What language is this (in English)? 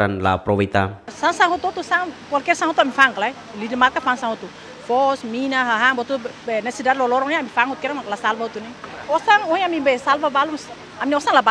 Tetum